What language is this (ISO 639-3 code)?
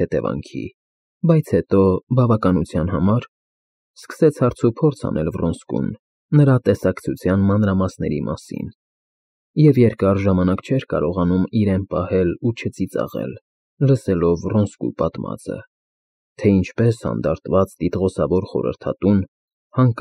hye